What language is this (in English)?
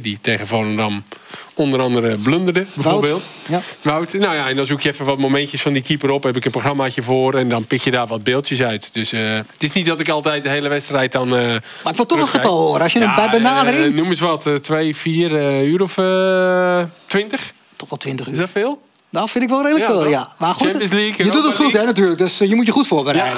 Dutch